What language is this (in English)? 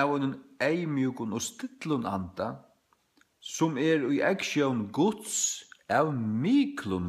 Faroese